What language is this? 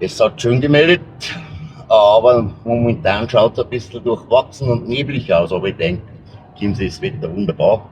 Bavarian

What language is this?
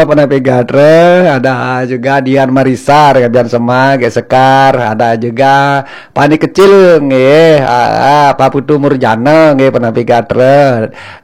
Balinese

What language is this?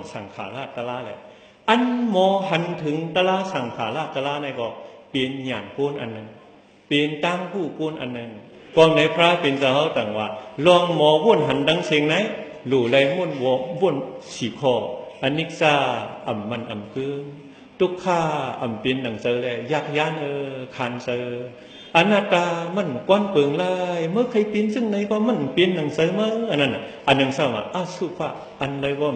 Shan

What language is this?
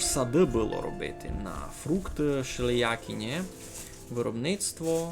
Rusyn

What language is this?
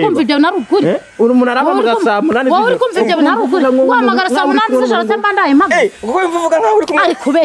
Kinyarwanda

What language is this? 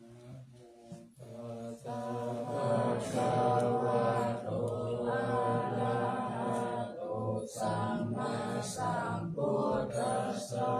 Pali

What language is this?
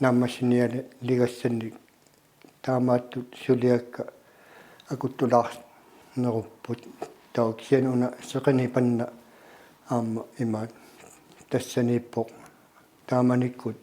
Kalaallisut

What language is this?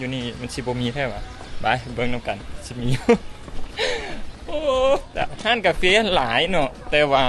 Lao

